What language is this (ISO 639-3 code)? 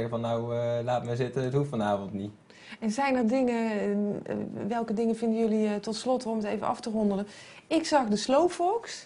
nld